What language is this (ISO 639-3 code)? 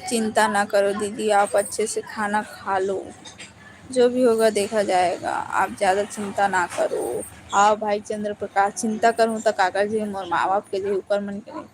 hne